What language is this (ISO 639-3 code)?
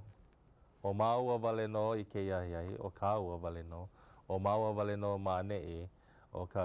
haw